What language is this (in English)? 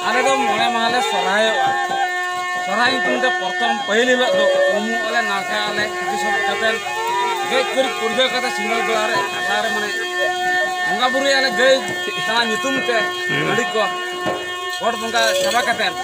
Santali